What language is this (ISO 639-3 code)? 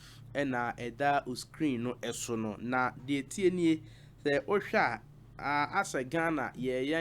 aka